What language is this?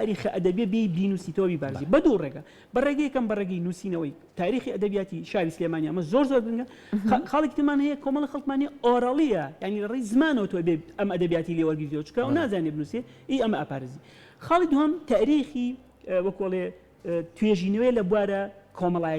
Central Kurdish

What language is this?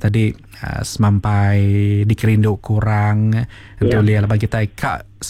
Iban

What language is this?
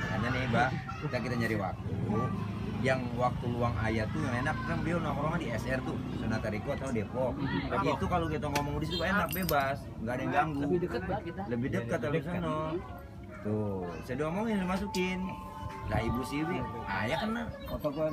Betawi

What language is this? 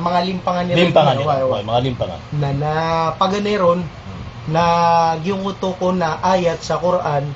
Maranao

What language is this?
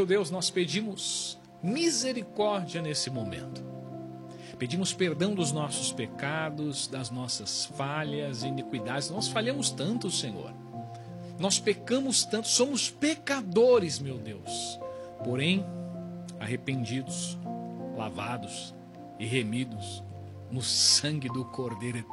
Portuguese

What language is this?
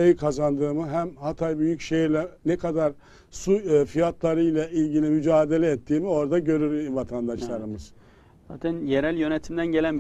Turkish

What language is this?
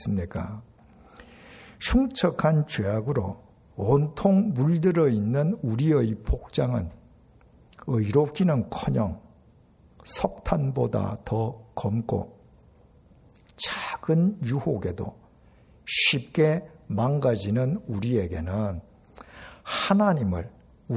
Korean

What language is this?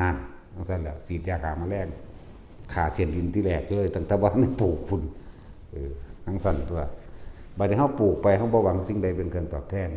Northeastern Thai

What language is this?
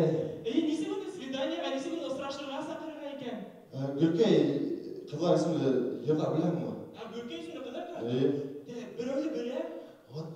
Bashkir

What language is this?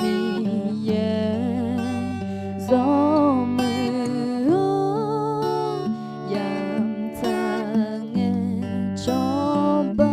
Akha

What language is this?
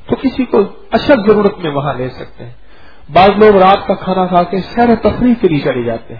Urdu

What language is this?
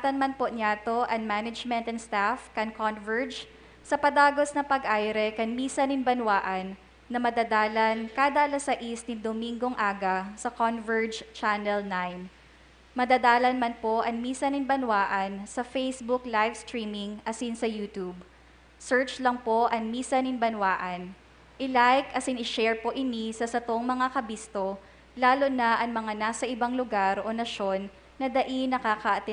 Bikol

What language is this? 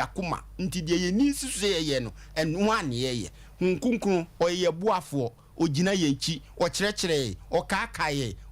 Akan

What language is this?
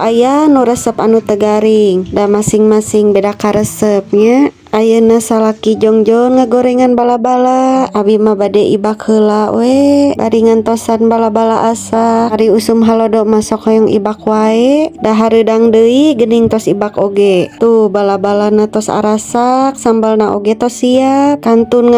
Sundanese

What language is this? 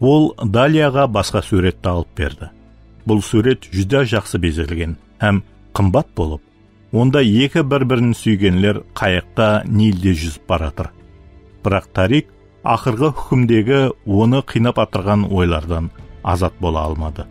Kara-Kalpak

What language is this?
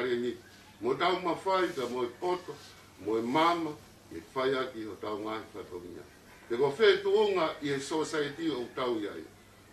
Tongan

